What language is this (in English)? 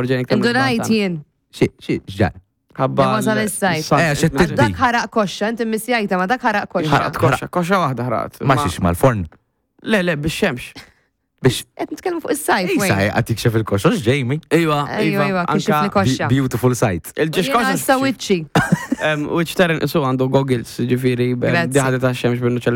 Maltese